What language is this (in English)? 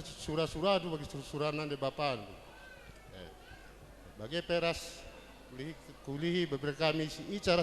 Batak Karo